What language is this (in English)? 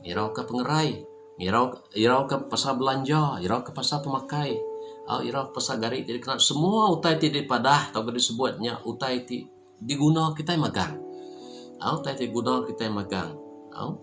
Iban